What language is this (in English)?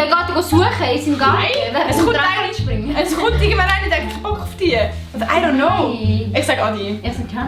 Swiss German